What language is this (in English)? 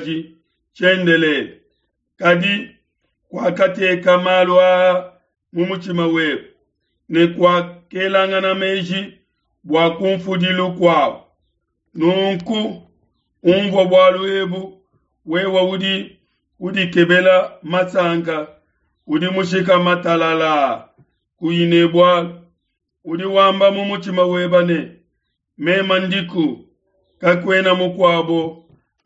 Luba-Lulua